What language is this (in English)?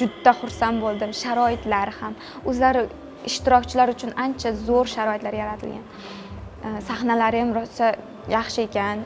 Uzbek